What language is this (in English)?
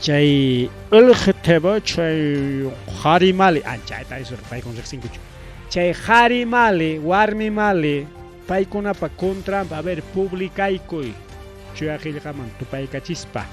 Ayacucho Quechua